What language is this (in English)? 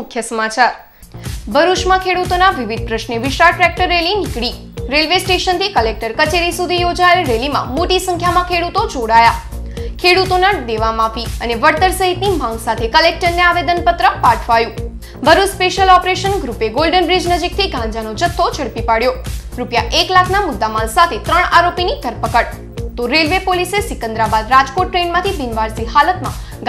Gujarati